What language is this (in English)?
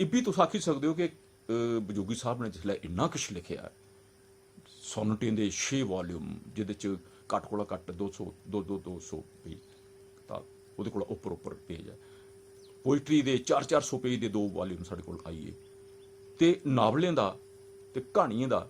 Dogri